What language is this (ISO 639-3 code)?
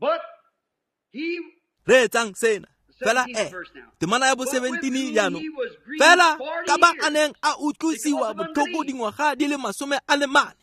tsn